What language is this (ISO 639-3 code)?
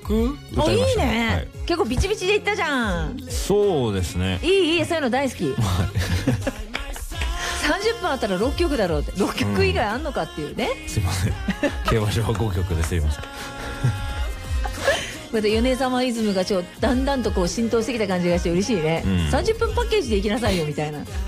jpn